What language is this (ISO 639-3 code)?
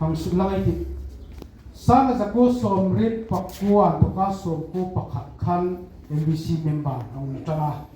hmr